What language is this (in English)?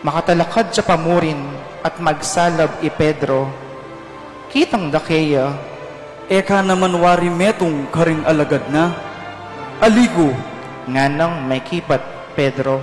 Pampanga